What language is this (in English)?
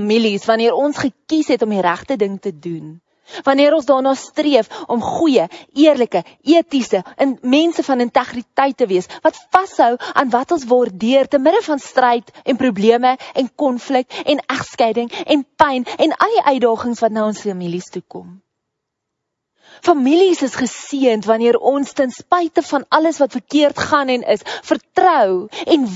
Afrikaans